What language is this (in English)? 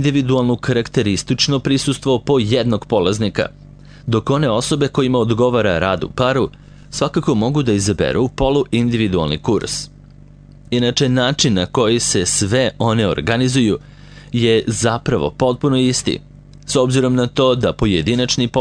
Serbian